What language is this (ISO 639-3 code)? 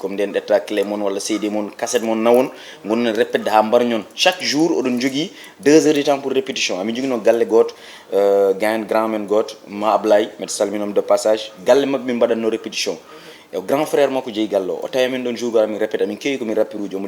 ful